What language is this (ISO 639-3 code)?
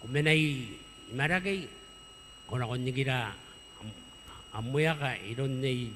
gil